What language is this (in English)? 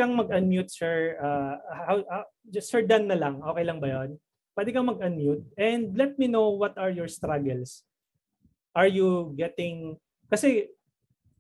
Filipino